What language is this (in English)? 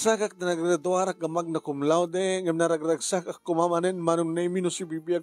Iloko